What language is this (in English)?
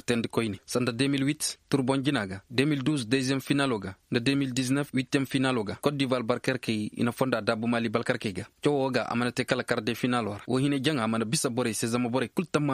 Koyraboro Senni